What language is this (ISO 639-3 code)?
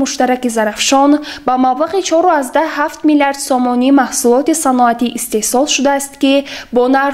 tgk